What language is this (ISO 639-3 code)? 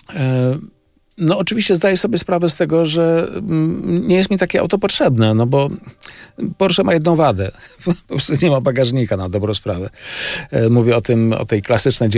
pol